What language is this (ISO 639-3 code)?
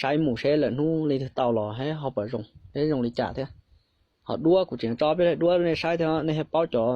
hmn